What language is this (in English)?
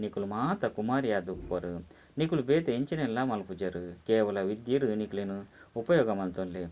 Tulu